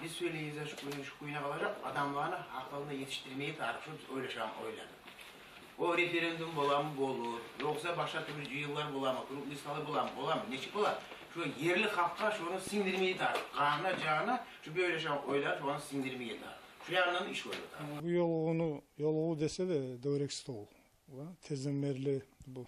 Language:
Kumyk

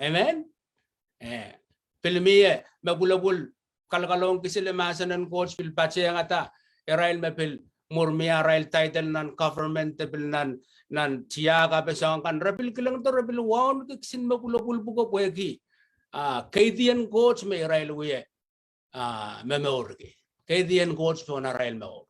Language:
Pohnpeian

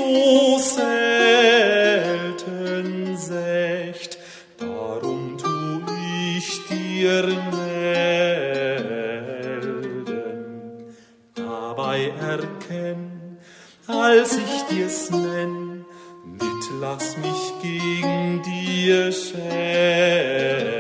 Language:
Italian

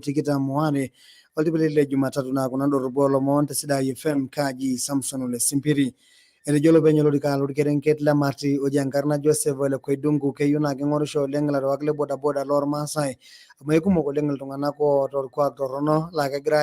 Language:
Masai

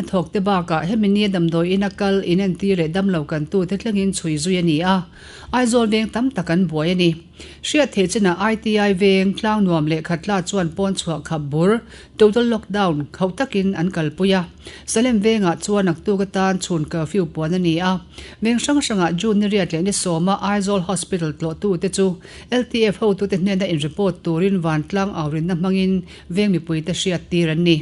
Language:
Mizo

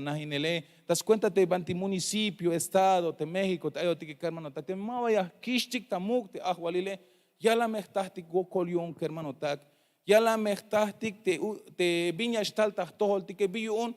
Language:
Tzeltal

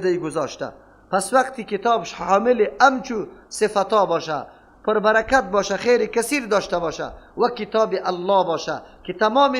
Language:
Persian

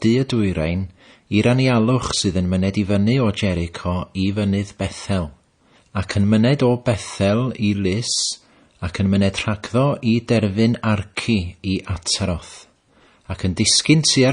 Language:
Welsh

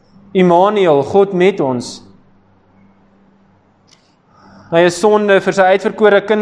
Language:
Afrikaans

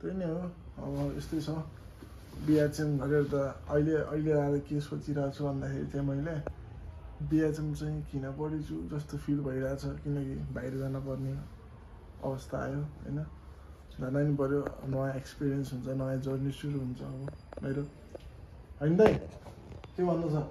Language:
Nepali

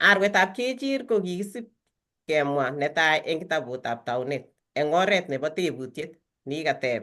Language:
Kalenjin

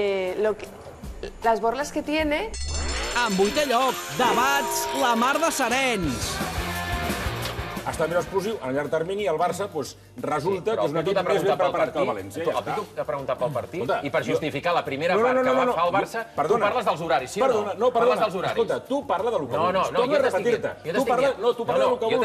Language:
Catalan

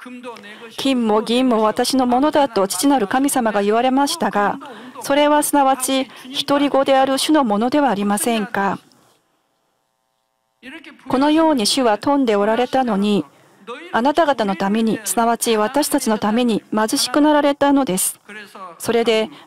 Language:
Japanese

